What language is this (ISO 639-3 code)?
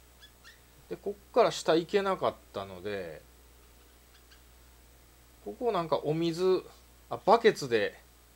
jpn